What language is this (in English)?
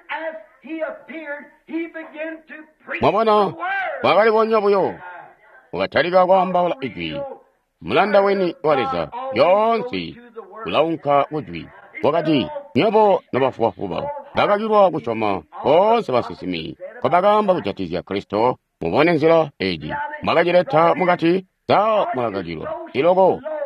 Tonga (Zambia)